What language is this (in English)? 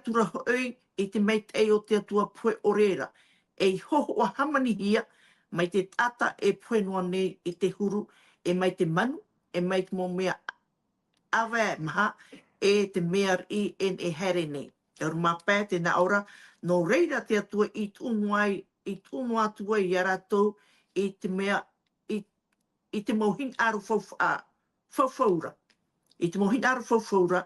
Tahitian